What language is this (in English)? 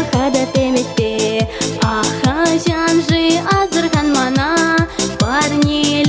Chuvash